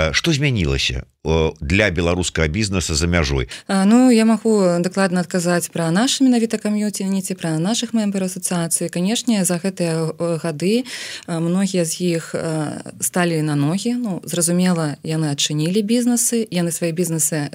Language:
Belarusian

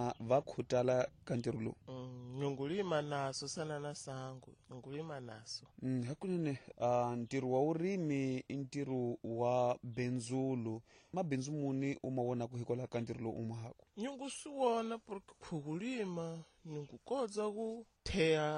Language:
Tsonga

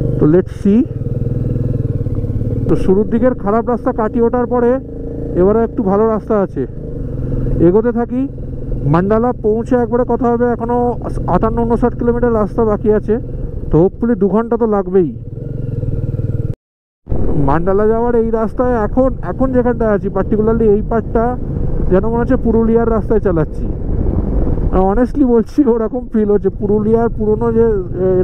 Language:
Bangla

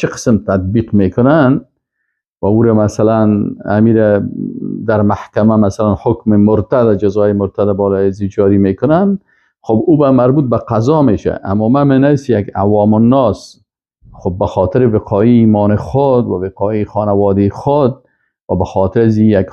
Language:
Persian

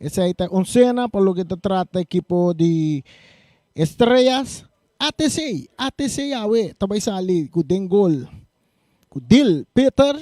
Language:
Papiamento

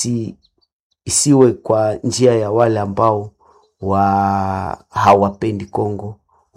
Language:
Swahili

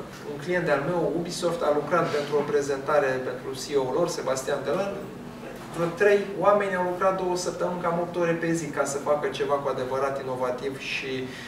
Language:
Romanian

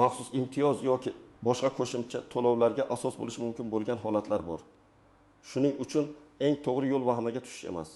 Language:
Uzbek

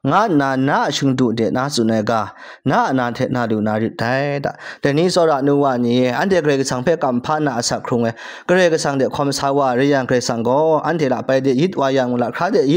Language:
Kachin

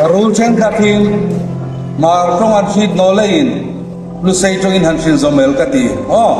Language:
Hmar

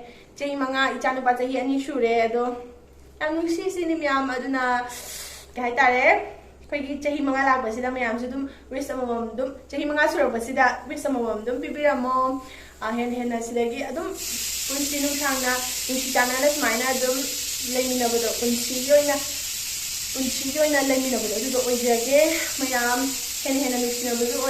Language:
Manipuri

